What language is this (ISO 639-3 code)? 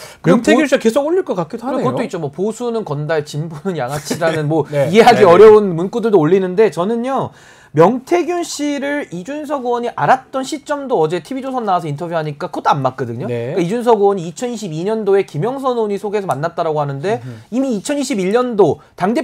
kor